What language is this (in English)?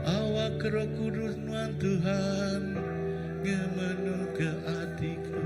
Iban